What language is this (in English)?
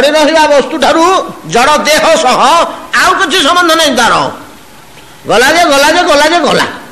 Odia